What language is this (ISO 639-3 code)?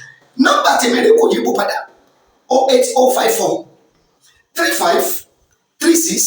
yor